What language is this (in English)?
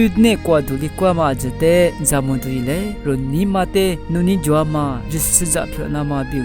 Lisu